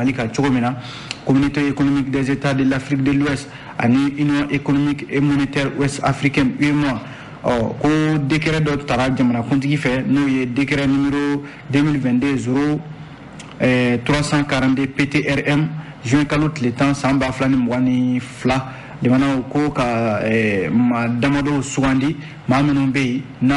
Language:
Bambara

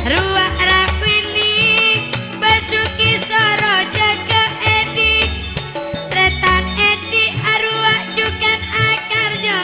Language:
Madurese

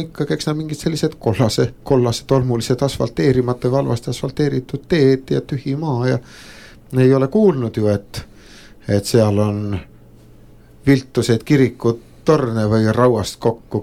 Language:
Estonian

